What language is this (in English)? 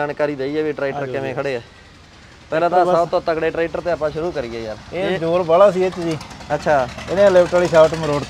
Punjabi